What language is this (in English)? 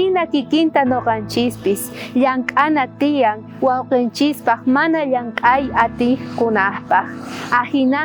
South Bolivian Quechua